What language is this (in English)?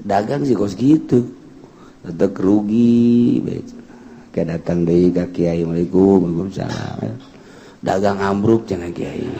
Sundanese